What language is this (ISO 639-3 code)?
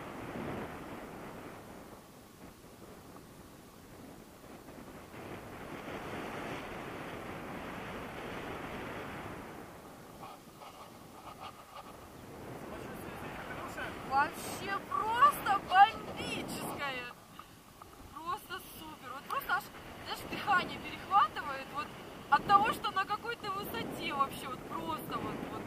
rus